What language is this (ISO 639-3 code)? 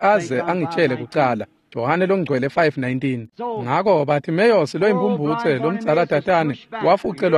ssw